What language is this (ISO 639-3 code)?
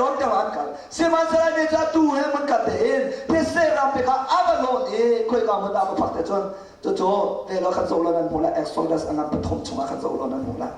cnh